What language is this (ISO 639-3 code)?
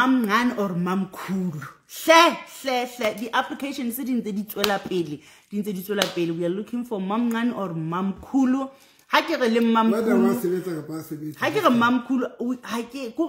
sot